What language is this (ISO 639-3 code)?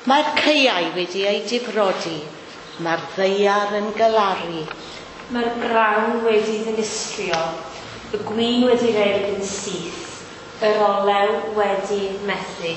cym